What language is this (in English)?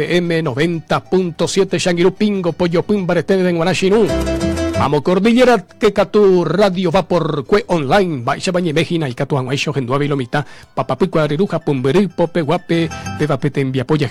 Guarani